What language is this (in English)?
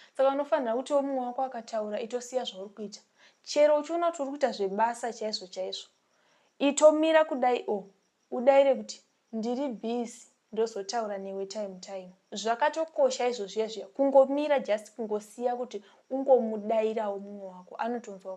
Shona